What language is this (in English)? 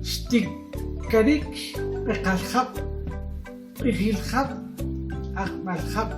Kʼicheʼ